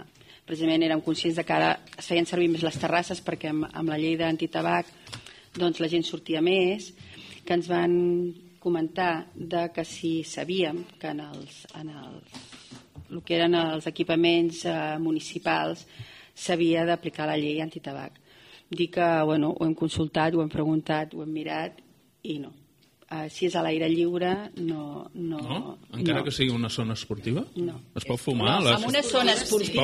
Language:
Catalan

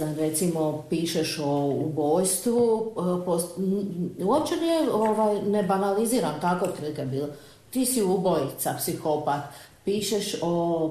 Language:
Croatian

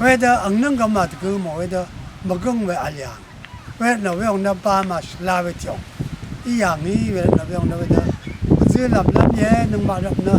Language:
Rawang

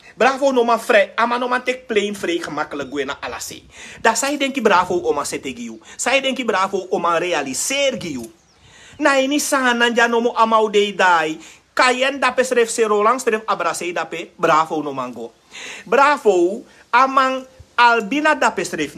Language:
Sranan Tongo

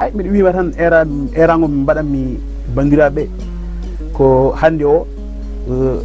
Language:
Fula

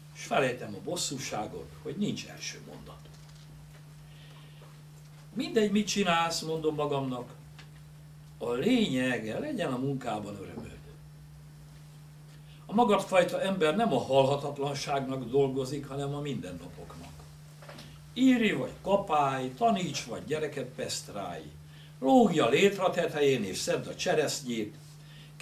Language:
Hungarian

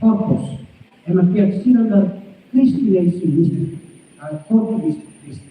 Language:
Tetum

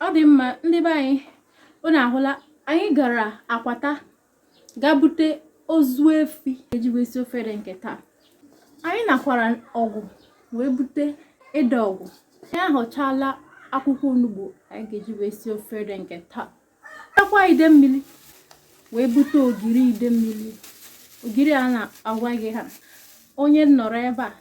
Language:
Igbo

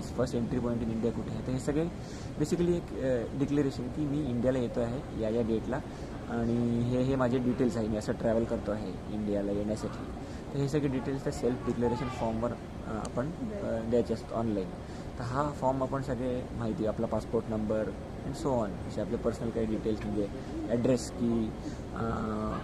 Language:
Marathi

